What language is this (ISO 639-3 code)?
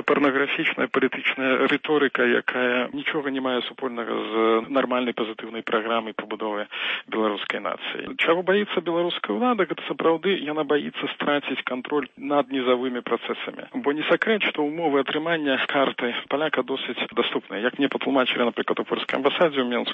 bel